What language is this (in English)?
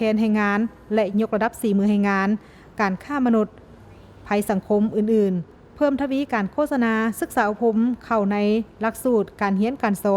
Lao